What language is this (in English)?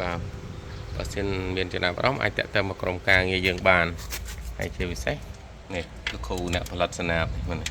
Khmer